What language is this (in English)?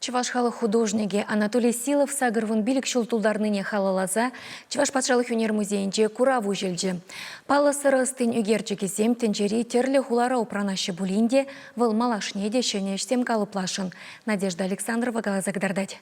Chuvash